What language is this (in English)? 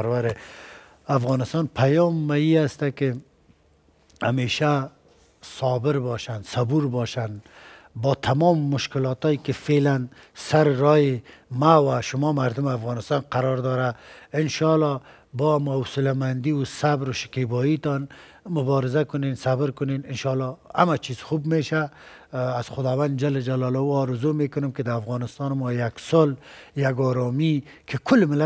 Persian